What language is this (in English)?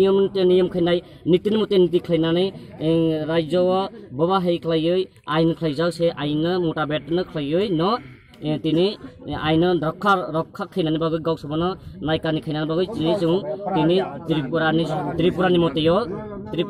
Kok Borok